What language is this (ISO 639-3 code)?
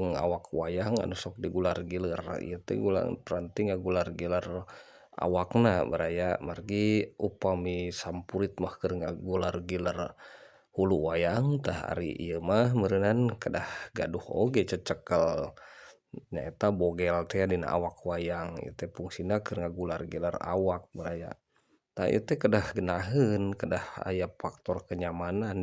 sun